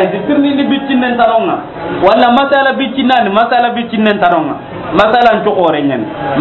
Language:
Soninke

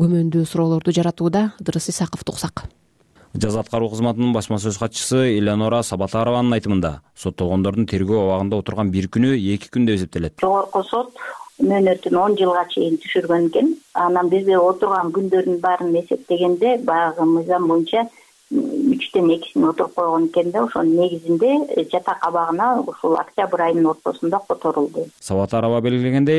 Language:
Kyrgyz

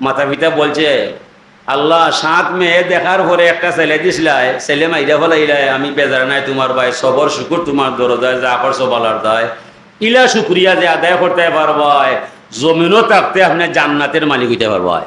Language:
Sylheti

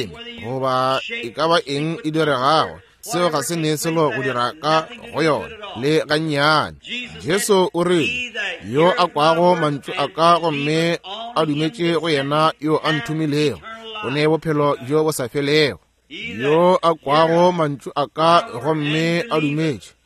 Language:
Northern Sotho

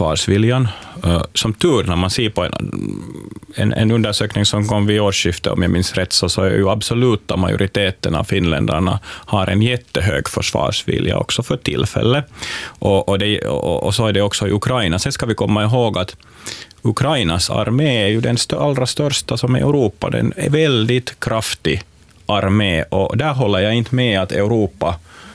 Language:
Swedish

